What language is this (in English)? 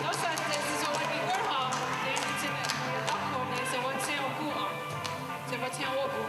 Mohawk